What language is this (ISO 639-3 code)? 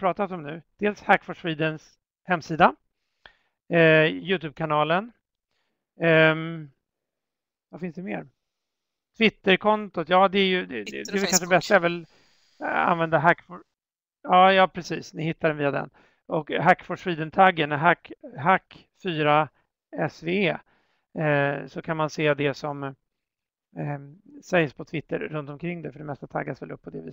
swe